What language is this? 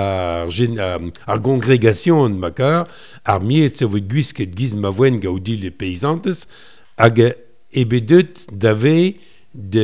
Breton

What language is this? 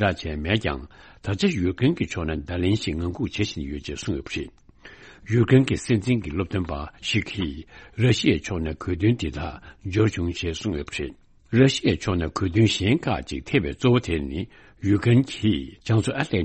Tibetan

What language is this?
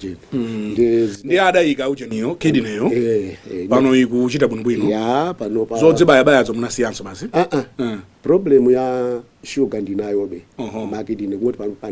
Nyanja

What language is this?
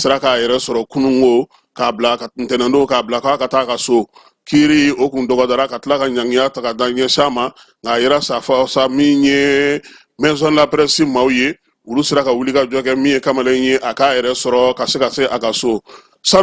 Bambara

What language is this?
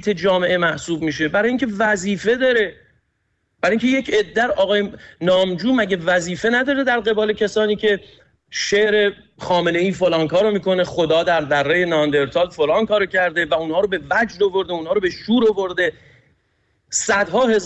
Persian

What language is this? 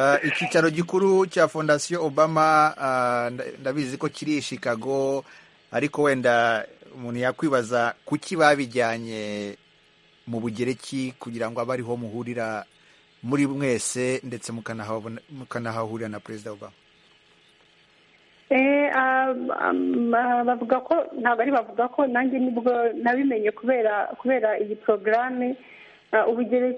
Kinyarwanda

